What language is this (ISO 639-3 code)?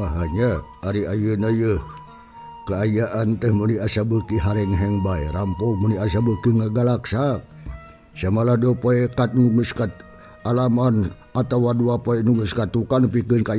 sun